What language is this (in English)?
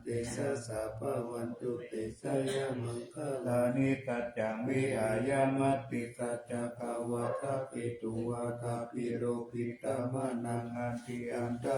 Pali